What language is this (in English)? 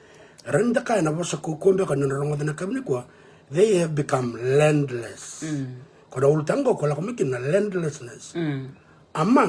Fijian